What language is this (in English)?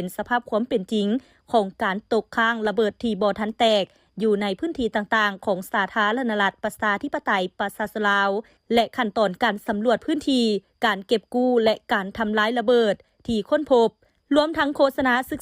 Lao